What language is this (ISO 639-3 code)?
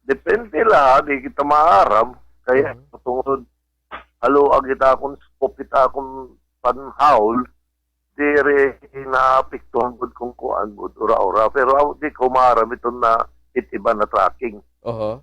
war